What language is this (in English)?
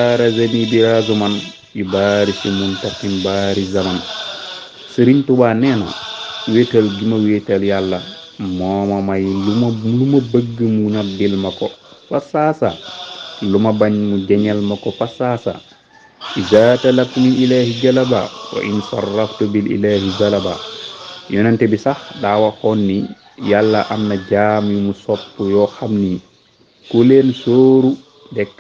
Wolof